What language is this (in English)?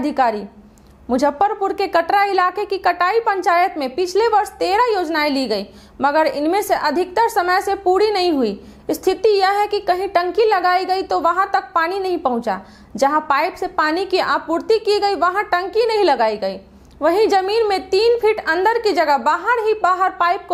Hindi